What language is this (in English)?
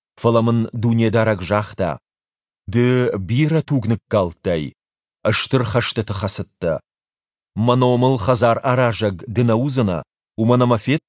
Ossetic